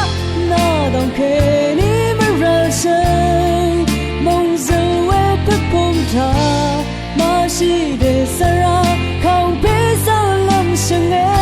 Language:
Rawang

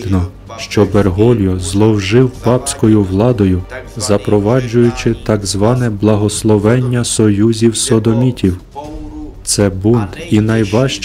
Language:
Ukrainian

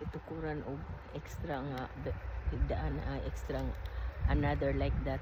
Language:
Cebuano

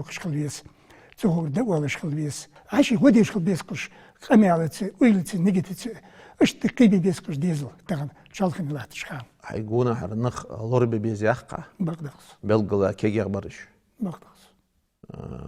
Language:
Ingush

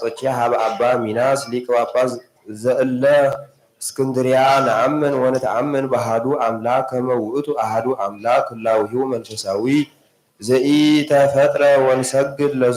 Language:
Geez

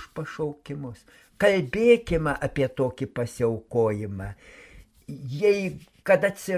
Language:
Lithuanian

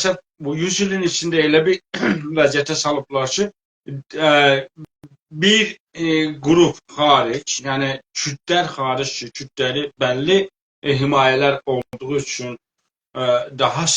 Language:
South Azerbaijani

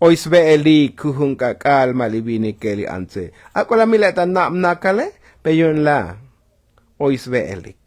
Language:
Tzotzil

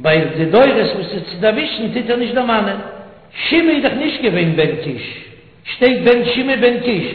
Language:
Yiddish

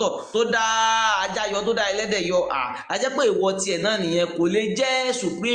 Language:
Yoruba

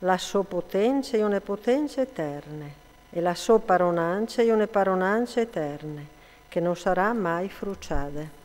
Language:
Friulian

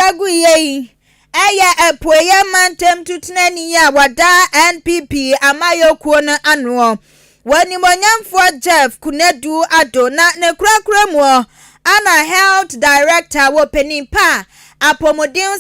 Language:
Akan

